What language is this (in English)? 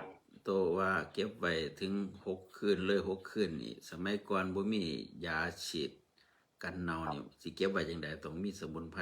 Northeastern Thai